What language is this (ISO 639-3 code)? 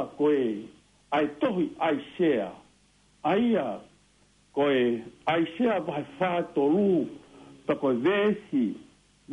ton